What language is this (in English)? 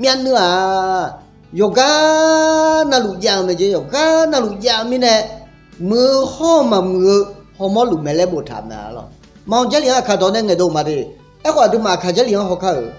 Akha